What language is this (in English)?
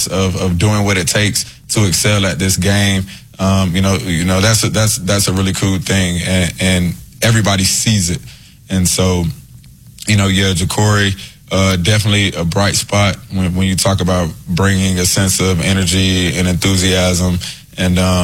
English